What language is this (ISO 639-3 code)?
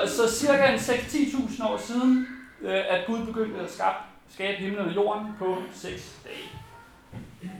dan